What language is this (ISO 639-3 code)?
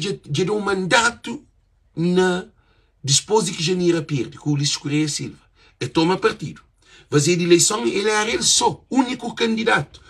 kea